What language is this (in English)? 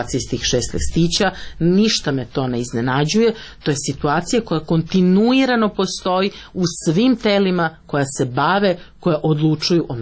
Serbian